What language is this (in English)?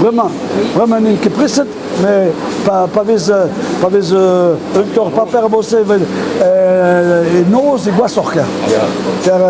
Breton